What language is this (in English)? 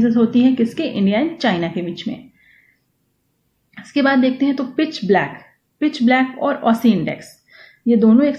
Hindi